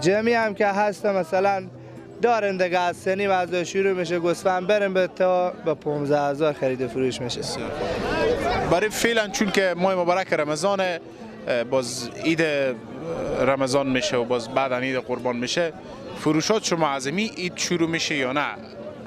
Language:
Persian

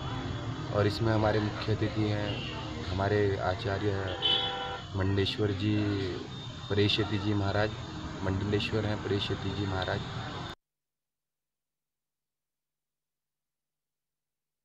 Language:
Hindi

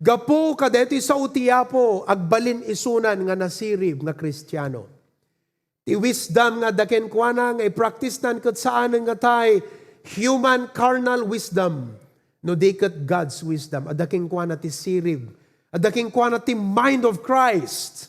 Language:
Iloko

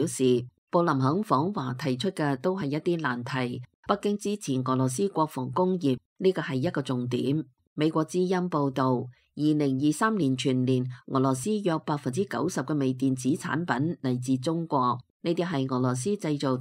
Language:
Cantonese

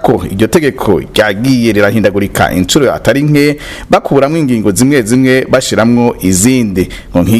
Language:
Rundi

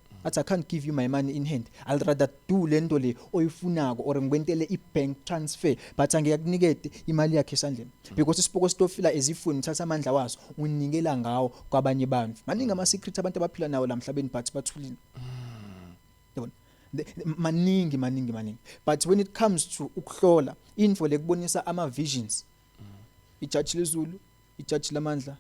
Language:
Zulu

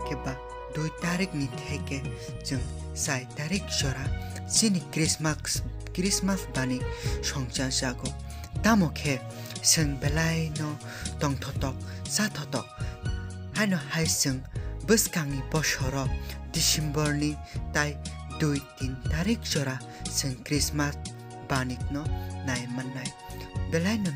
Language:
Kok Borok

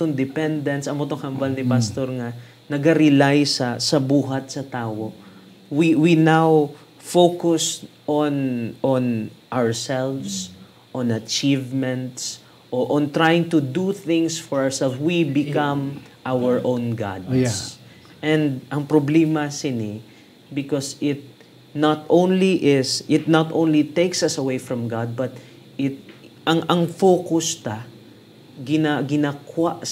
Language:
Hiligaynon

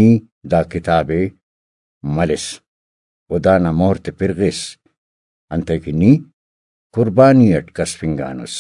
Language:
Brahui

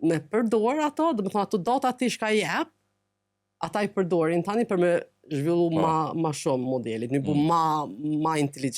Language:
Albanian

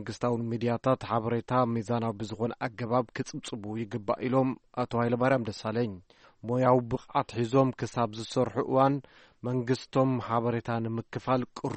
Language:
Tigrinya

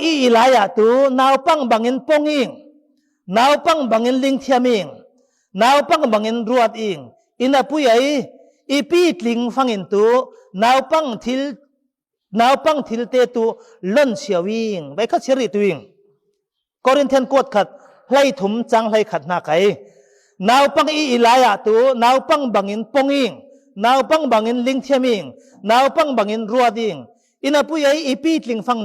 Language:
Falam Chin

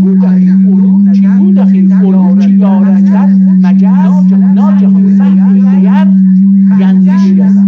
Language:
South Azerbaijani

